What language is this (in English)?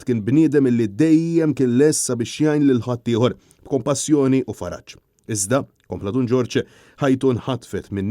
Maltese